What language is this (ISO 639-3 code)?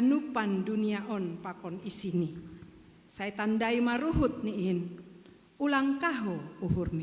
bts